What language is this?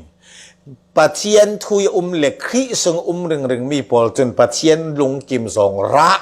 Falam Chin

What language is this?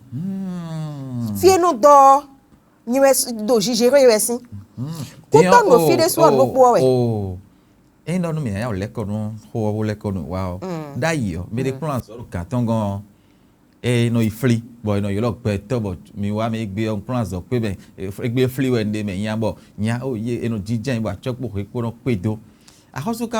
Fon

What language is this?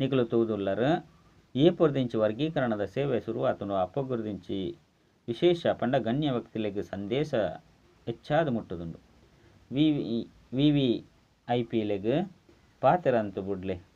Tulu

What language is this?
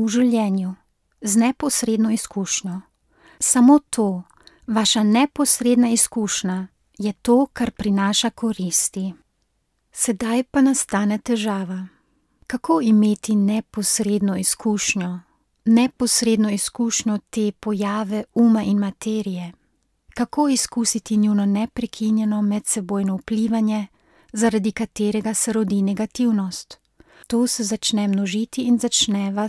Slovenian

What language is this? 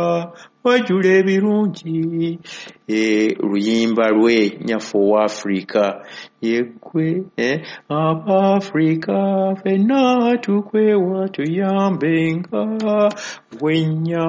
Ganda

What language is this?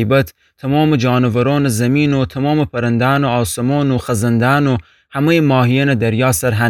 Gilaki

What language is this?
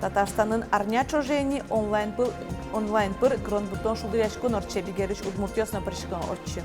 Udmurt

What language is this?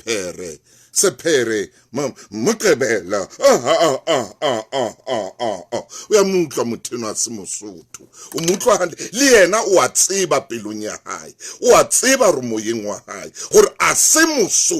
Southern Sotho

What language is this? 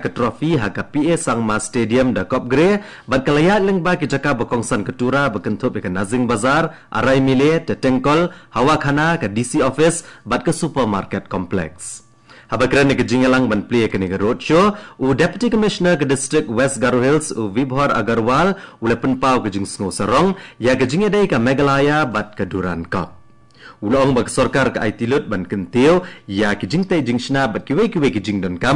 Khasi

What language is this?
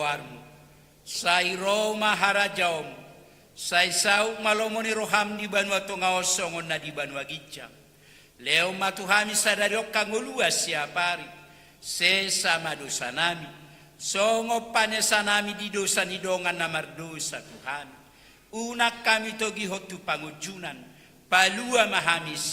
Batak Toba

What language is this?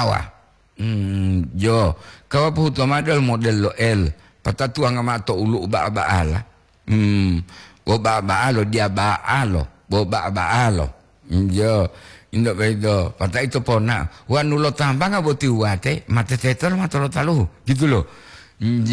Gorontalo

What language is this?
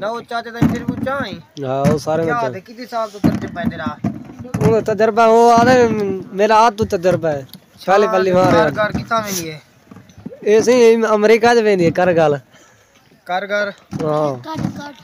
Saraiki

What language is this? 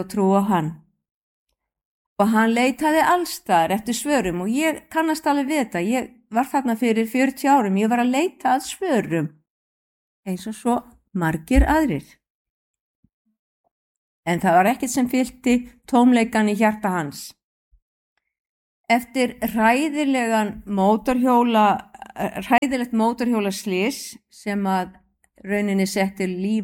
Icelandic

